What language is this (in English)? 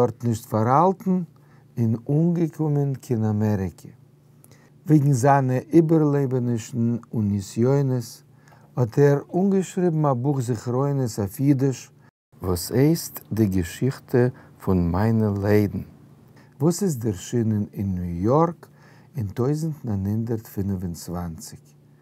Yiddish